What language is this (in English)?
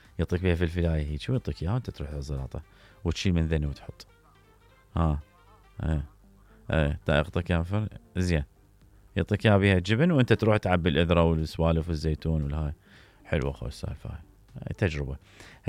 Mesopotamian Arabic